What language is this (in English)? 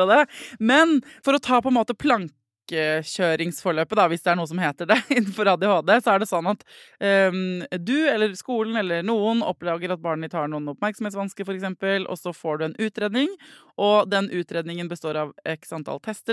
Norwegian